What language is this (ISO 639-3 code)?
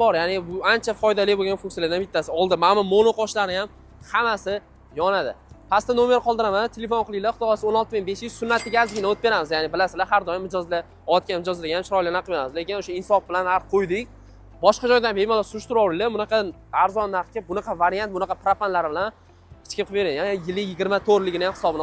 uzb